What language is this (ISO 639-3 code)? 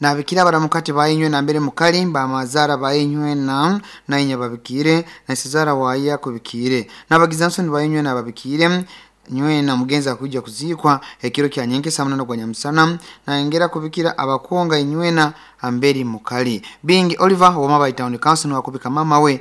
nyn